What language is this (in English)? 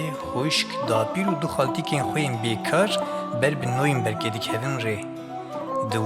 Kurdish